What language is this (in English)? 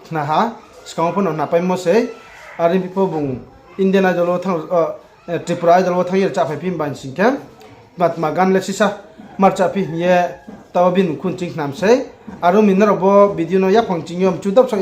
Riang (India)